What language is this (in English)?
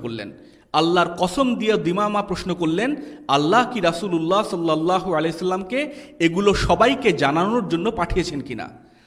Bangla